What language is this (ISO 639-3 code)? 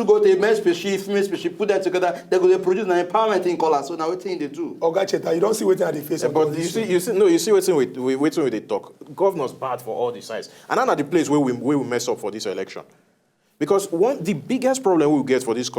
pcm